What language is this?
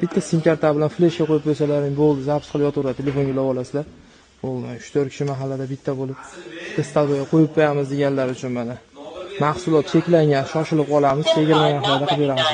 Uzbek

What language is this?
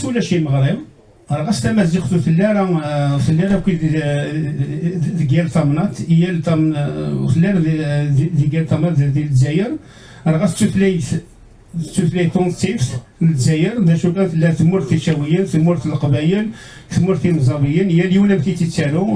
Kabyle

